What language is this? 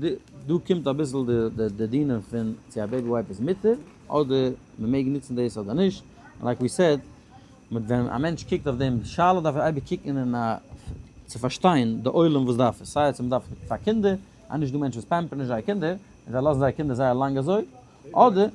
Yiddish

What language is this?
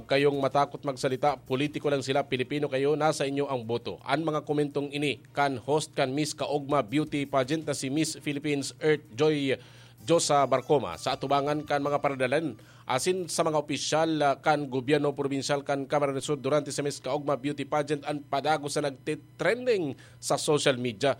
Bikol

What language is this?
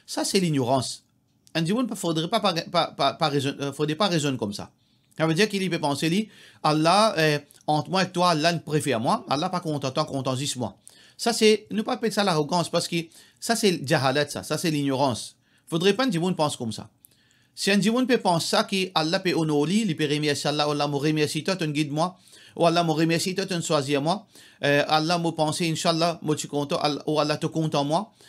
Morisyen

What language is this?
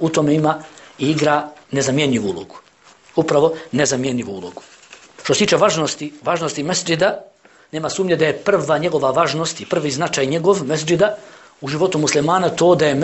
Bosnian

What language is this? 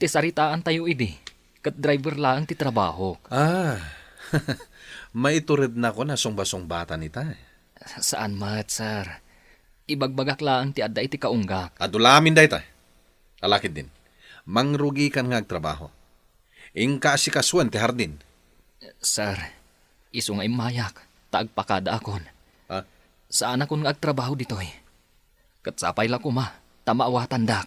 Iloko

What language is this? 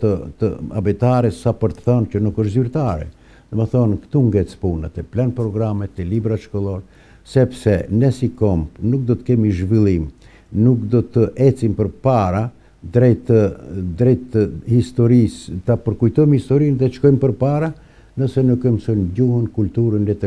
Albanian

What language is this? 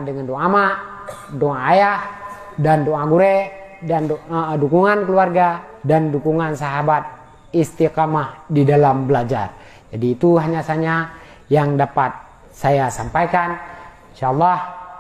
Achinese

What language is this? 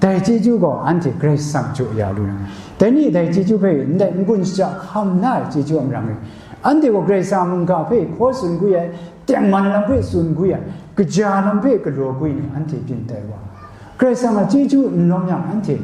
Kachin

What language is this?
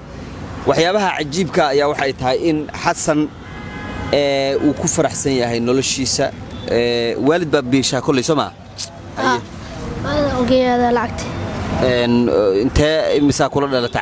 Somali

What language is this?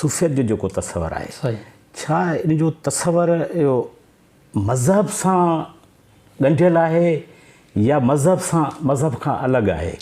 Sindhi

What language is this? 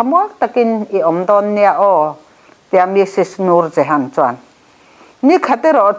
Mizo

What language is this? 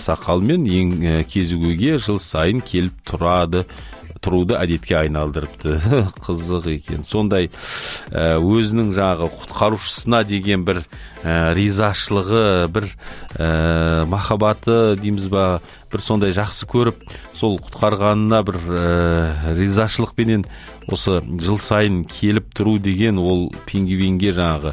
Kazakh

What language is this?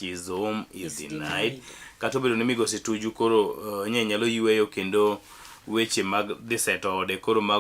Luo (Kenya and Tanzania)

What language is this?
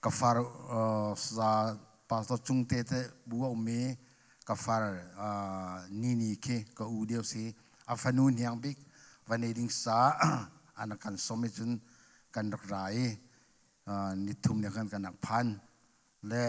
Hakha Chin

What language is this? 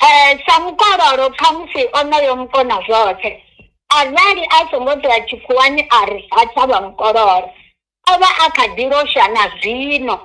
Venda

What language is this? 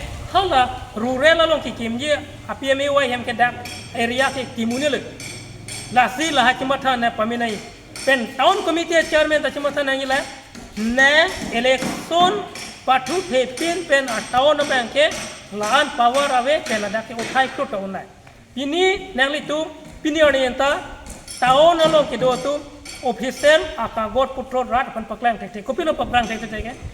Karbi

